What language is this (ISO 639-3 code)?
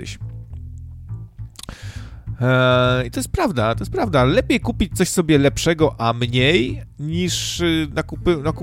pol